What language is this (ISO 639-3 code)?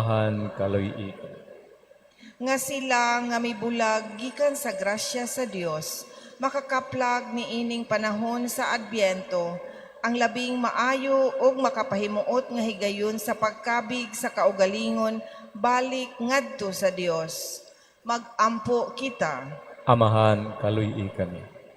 ceb